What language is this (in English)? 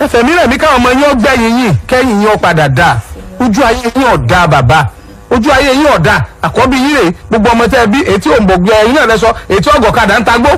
Yoruba